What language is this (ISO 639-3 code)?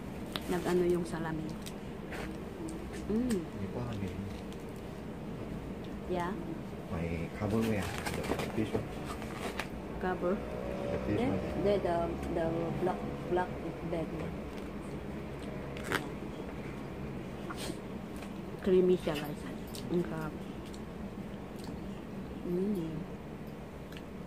fil